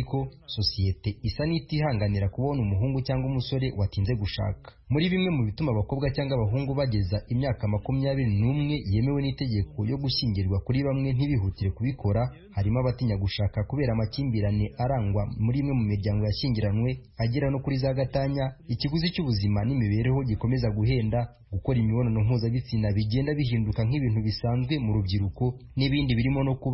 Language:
Kinyarwanda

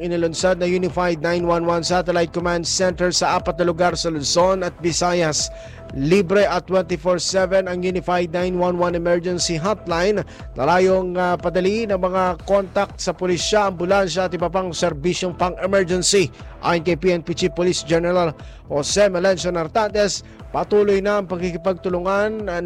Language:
Filipino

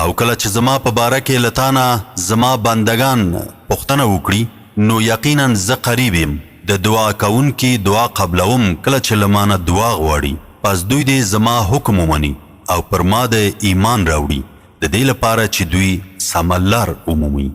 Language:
Pashto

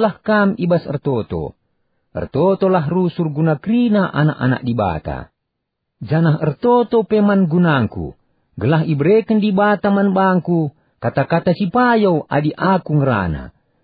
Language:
Batak Karo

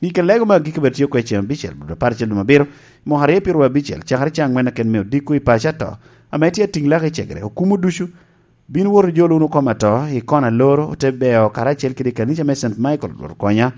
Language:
Lango (Uganda)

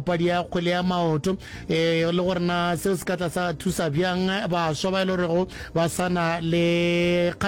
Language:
Northern Sotho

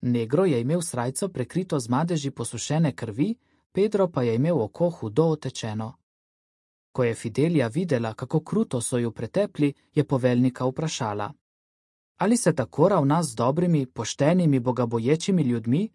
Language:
Slovenian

